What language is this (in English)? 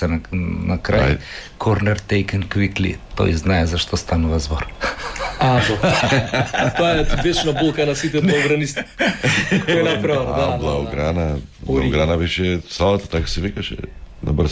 Macedonian